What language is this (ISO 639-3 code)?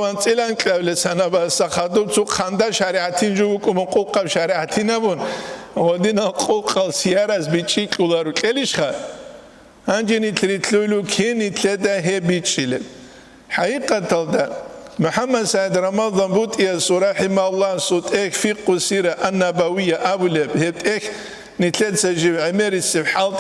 ava